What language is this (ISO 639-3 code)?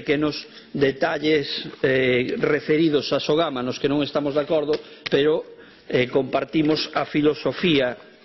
glg